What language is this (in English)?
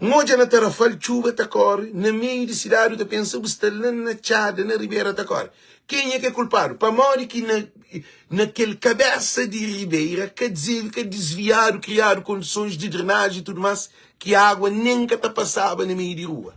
Kabuverdianu